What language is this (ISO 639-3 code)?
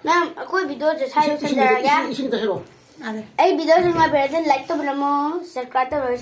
mni